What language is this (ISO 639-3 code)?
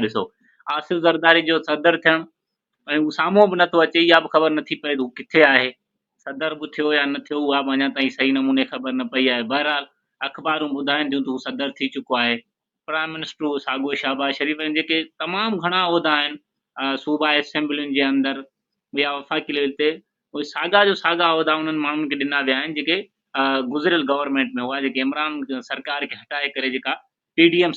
snd